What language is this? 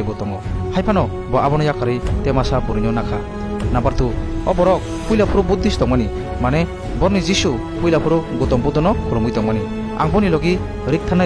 Kok Borok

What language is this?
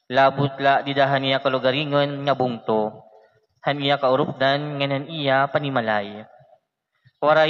Waray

